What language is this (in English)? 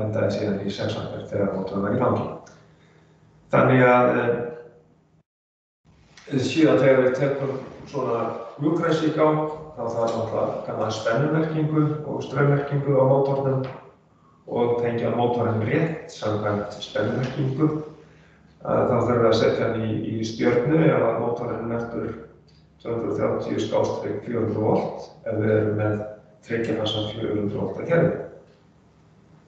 Icelandic